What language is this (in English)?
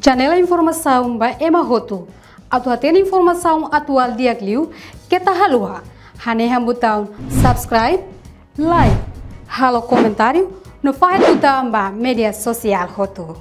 Tetum